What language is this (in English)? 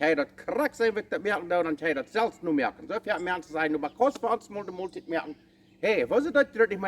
Plautdietsch